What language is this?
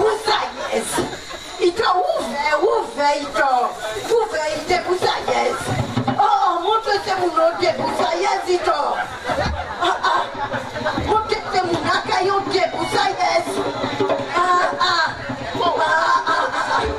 Guadeloupean Creole French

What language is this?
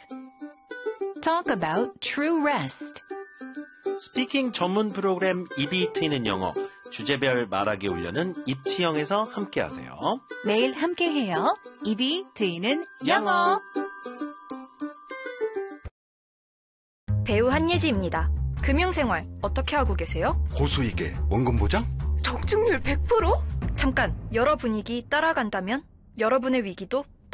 Korean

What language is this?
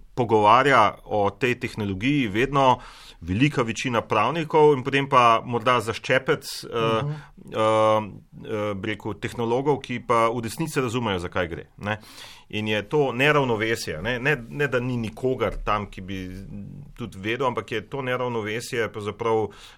Slovenian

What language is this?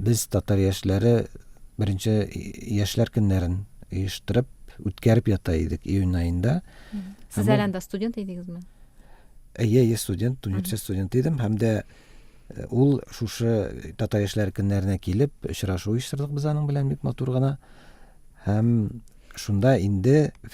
Tatar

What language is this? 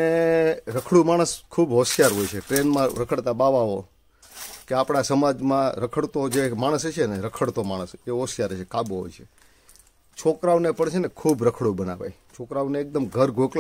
Gujarati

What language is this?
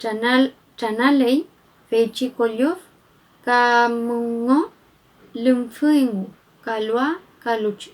Mapuche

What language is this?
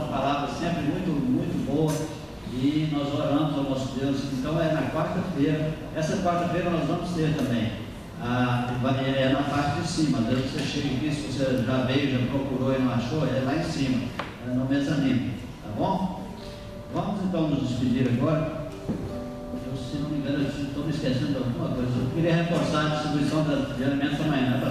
Portuguese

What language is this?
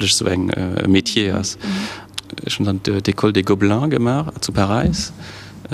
Luxembourgish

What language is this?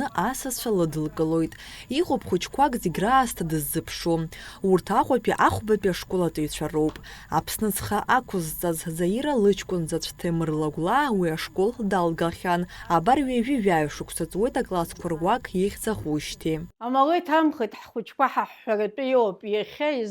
Abkhazian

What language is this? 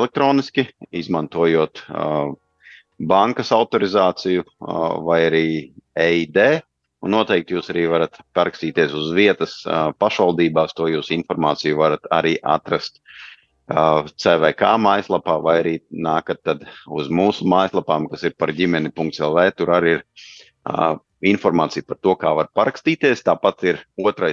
Latvian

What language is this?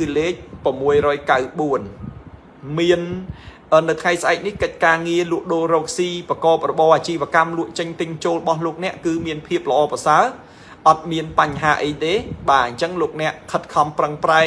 Khmer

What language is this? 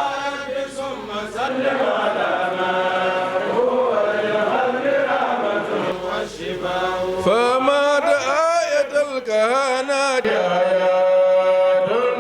Fula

